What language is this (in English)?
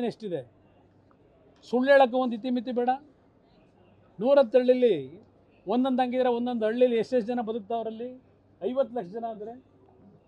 Kannada